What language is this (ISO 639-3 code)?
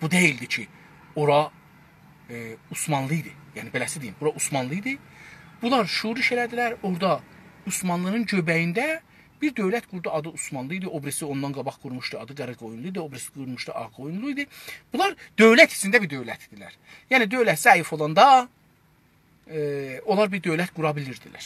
azb